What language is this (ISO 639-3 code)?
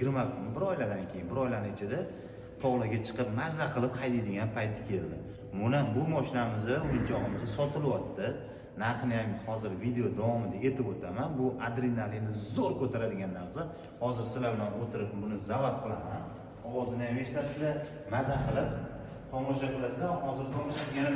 uzb